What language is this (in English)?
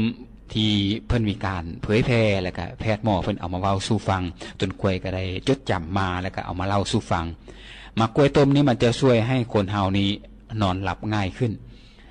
Lao